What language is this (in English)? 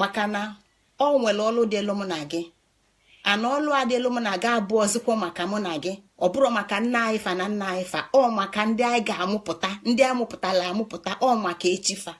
Igbo